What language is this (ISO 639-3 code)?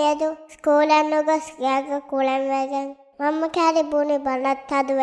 div